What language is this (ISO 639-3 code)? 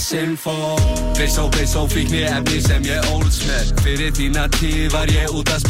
isl